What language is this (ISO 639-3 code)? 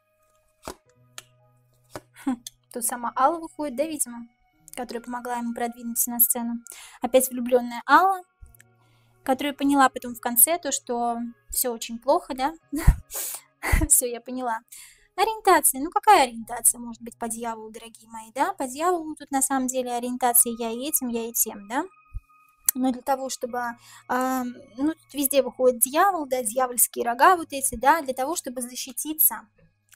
rus